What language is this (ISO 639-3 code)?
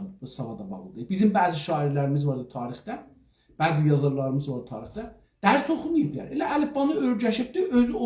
azb